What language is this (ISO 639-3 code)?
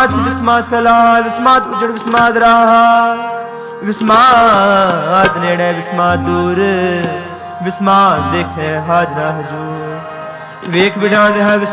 pan